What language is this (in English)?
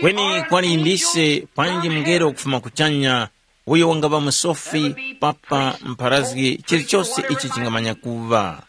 Tumbuka